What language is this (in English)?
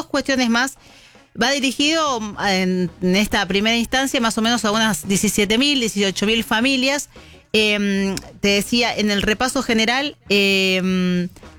Spanish